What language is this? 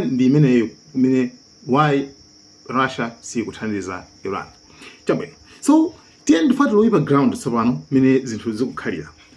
Nyanja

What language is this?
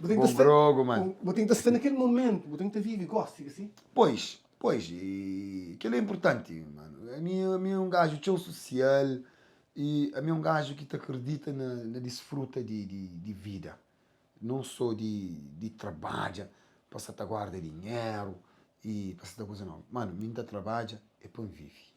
Kabuverdianu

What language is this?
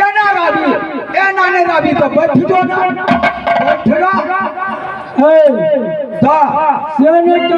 Maithili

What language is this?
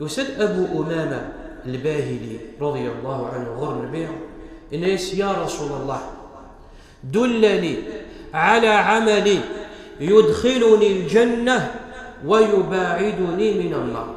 Kabyle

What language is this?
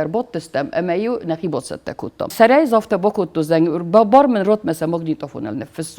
Ossetic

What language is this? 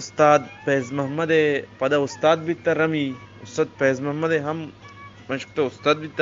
Eastern Balochi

